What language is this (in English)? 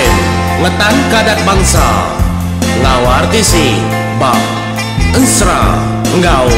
Iban